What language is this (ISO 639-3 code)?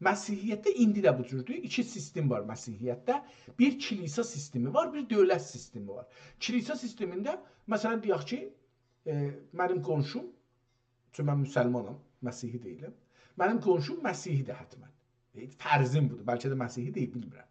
azb